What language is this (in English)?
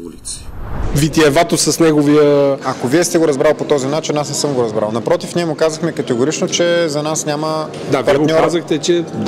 Bulgarian